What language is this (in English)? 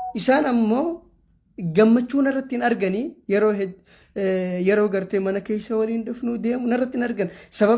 Oromo